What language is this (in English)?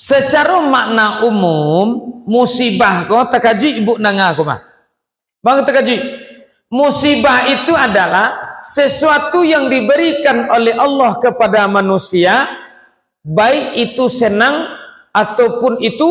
Minangkabau